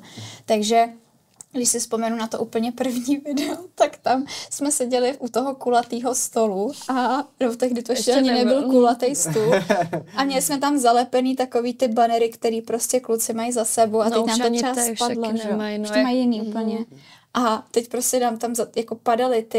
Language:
Czech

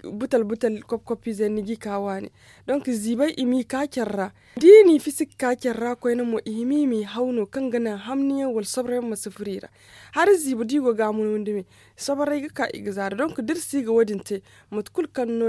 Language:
Zarma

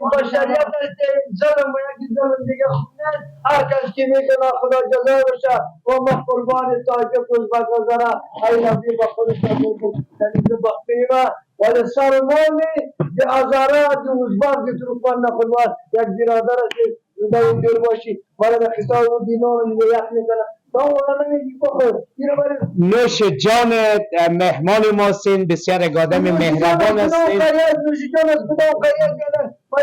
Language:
Persian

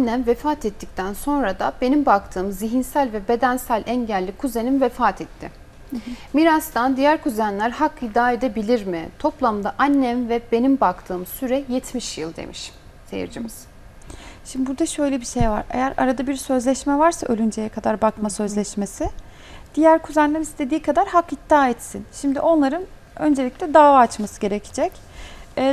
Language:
Turkish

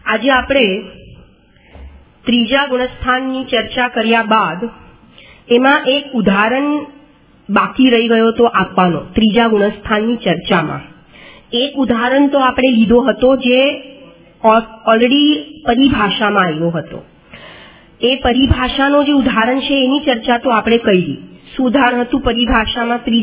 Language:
Gujarati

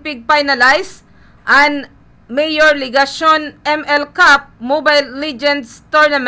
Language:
Bikol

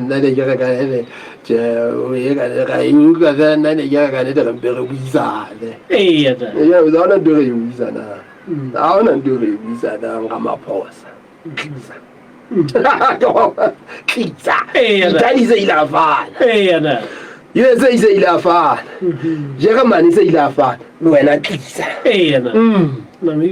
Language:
Southern Sotho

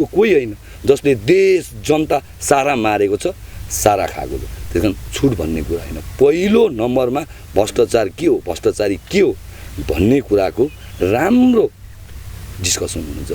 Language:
Nepali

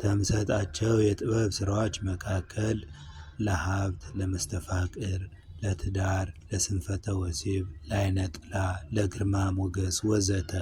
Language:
Amharic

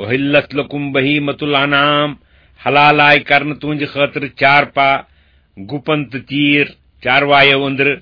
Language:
Kashmiri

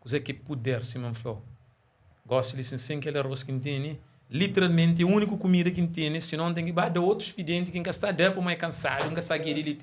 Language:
Kabuverdianu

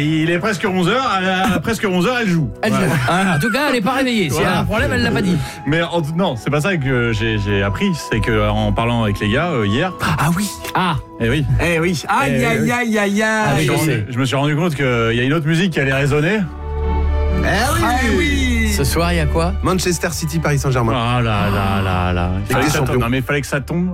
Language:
French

